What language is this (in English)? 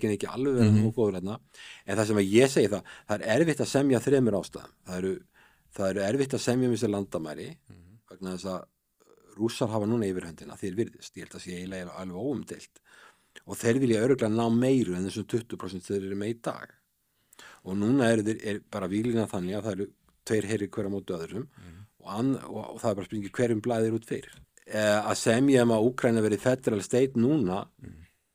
Icelandic